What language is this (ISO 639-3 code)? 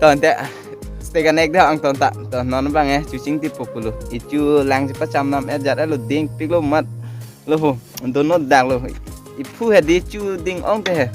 mjw